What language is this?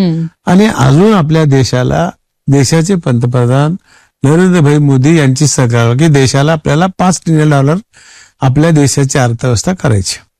Marathi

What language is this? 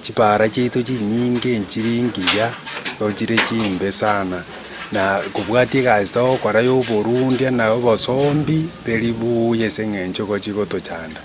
Gusii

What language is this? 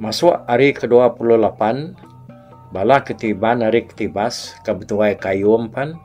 Iban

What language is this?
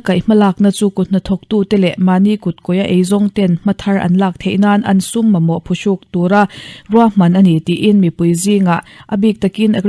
Mizo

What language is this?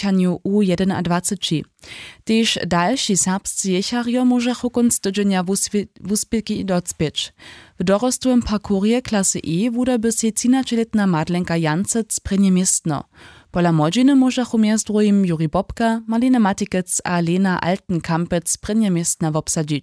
Upper Sorbian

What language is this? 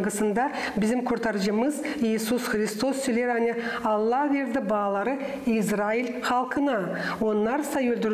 Gagauz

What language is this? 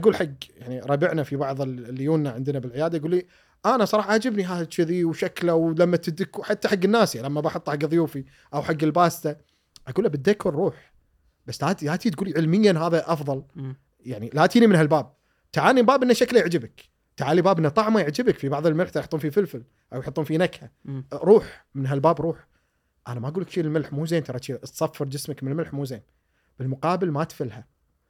Gulf Arabic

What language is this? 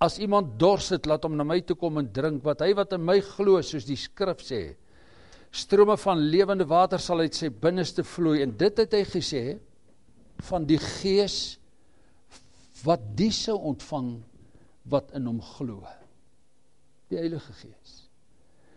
Afrikaans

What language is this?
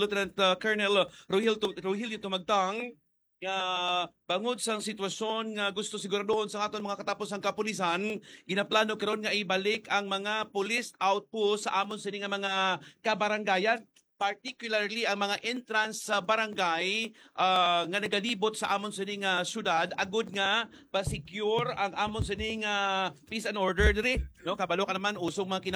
Hiligaynon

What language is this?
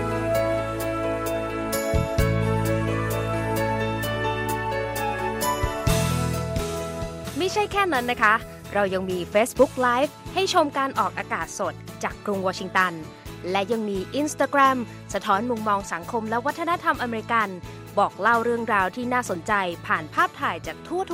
Thai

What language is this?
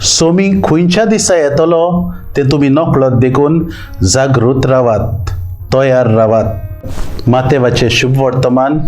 Konkani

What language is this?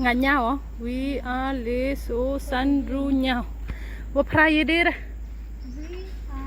Khasi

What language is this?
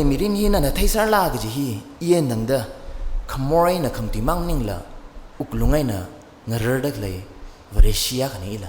Tangkhul Naga (India)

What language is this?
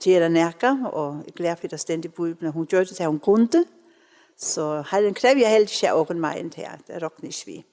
Faroese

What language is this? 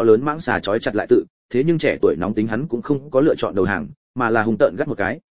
Vietnamese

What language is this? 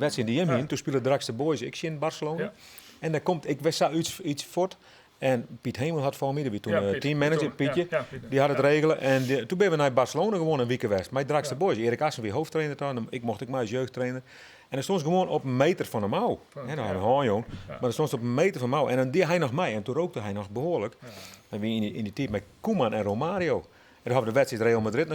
Western Frisian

